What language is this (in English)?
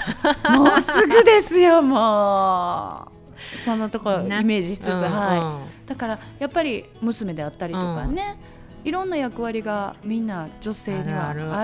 Japanese